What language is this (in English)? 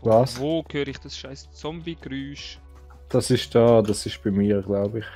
Swiss German